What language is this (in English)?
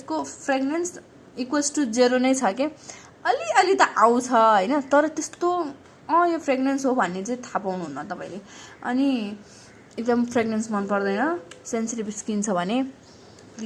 Nepali